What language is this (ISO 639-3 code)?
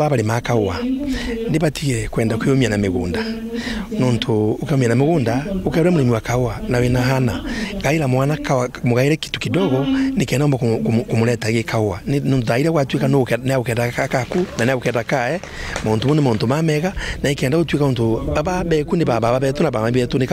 mer